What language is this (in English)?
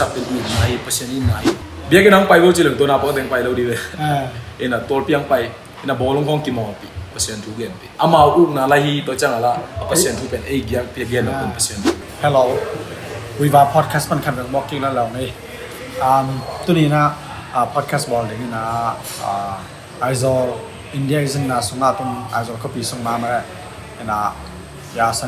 Tedim Chin